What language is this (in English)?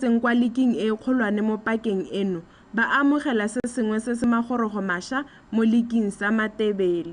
Tswana